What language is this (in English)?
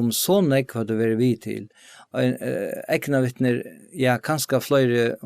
Faroese